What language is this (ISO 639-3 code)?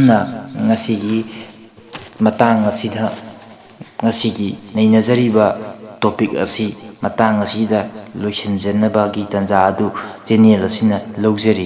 mni